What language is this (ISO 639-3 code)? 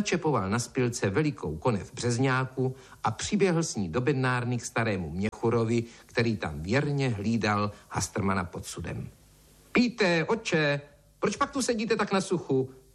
ces